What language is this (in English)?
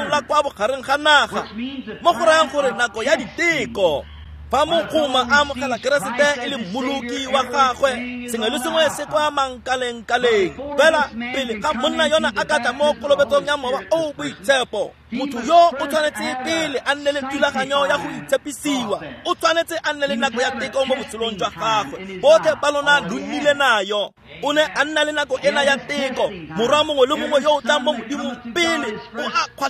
Tswana